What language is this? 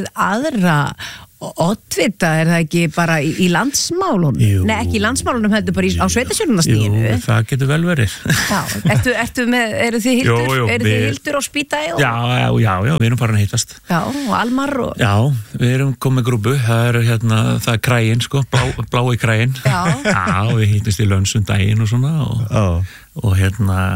Icelandic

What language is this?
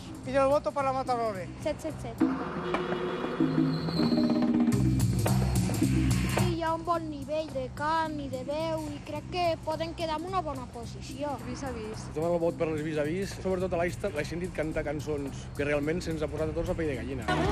Catalan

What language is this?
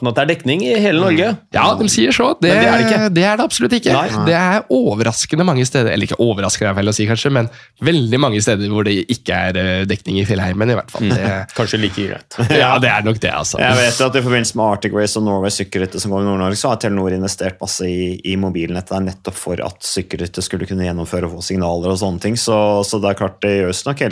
Norwegian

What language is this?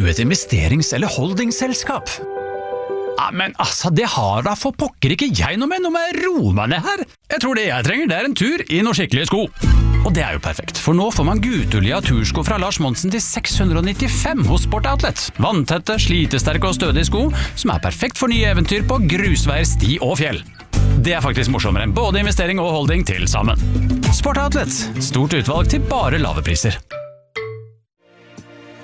Norwegian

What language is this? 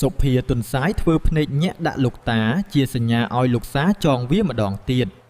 Khmer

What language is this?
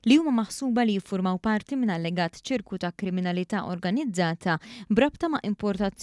Maltese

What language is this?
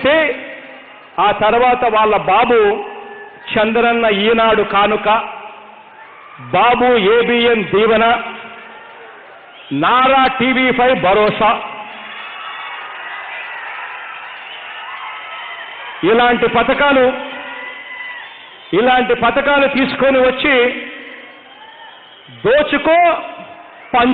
Telugu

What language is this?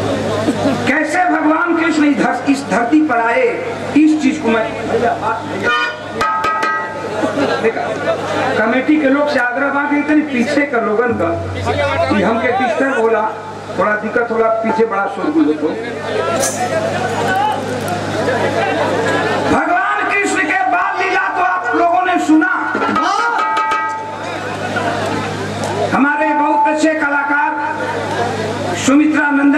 Bhojpuri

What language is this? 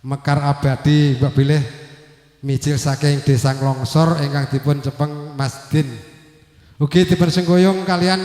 Javanese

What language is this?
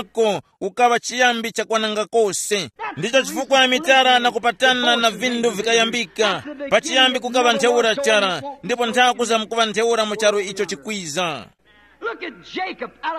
Tumbuka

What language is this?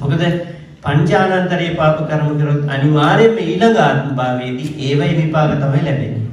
Sinhala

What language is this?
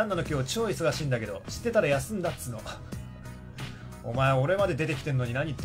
Japanese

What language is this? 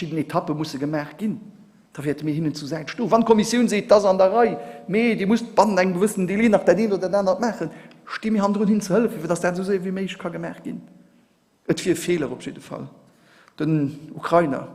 Luxembourgish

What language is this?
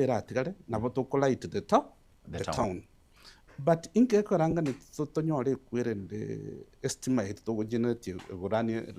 Gusii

